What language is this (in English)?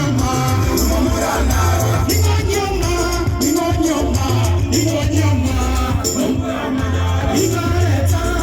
Gusii